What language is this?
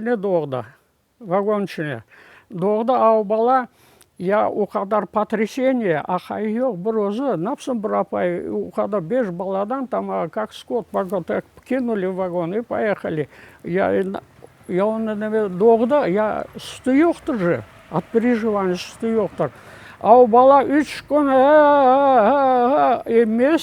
Crimean Tatar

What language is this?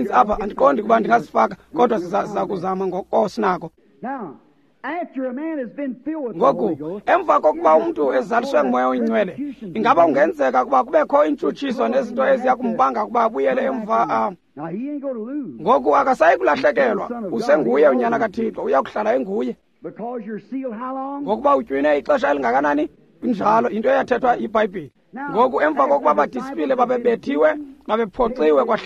Xhosa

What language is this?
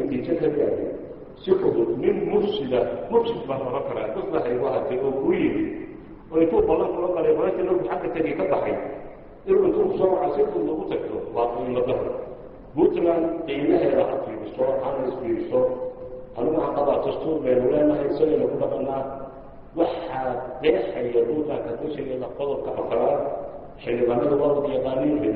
Somali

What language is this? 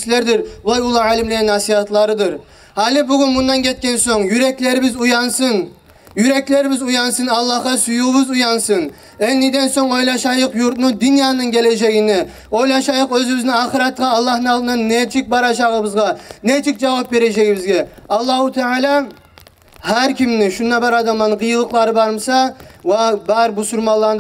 Kumyk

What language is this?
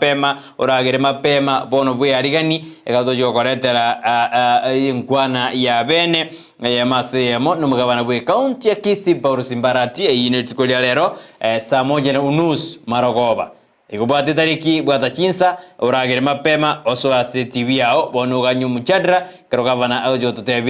Gusii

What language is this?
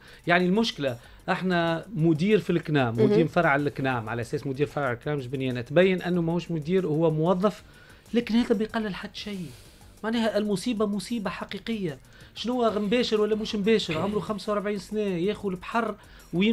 Tunisian Arabic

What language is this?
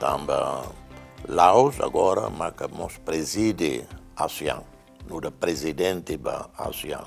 Tetum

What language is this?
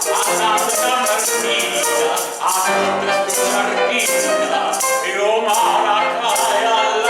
Neapolitan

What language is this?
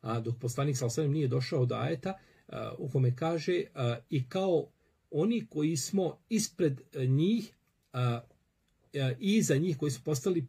Bosnian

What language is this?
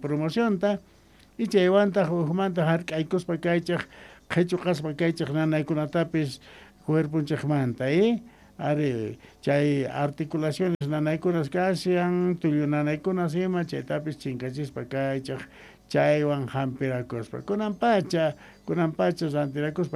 South Bolivian Quechua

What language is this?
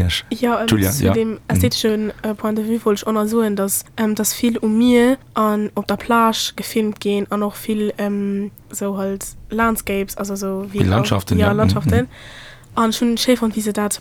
Luxembourgish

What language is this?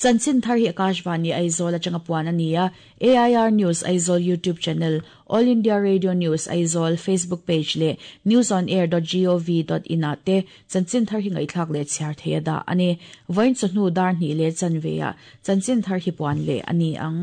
Mizo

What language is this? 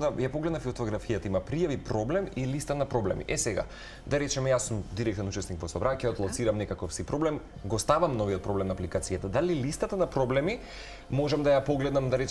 Macedonian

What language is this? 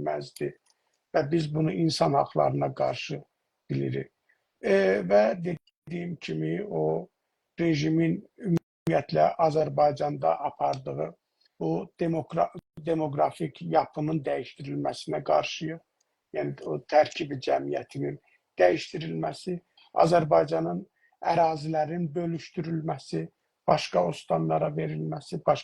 South Azerbaijani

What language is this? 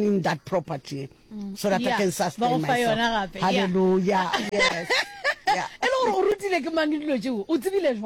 Northern Sotho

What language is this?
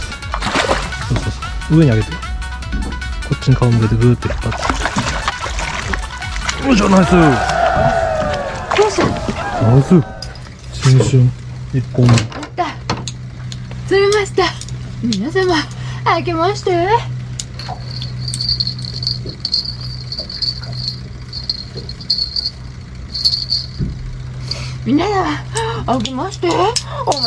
Japanese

